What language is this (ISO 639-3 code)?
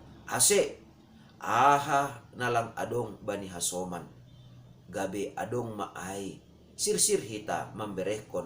bts